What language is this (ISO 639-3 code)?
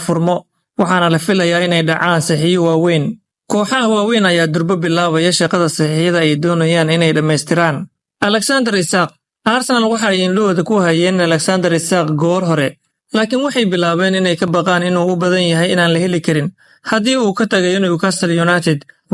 som